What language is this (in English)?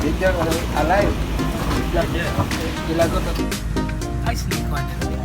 Cebuano